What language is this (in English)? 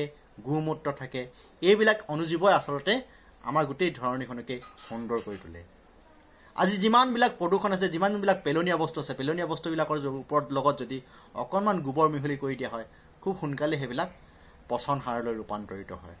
Assamese